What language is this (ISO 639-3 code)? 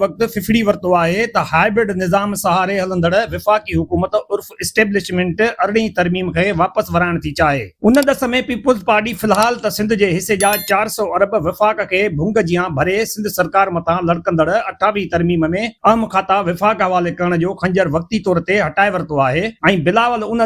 snd